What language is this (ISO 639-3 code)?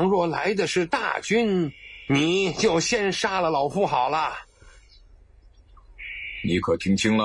zho